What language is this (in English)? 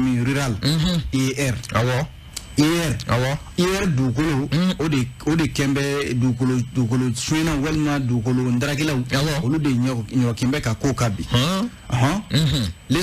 Bambara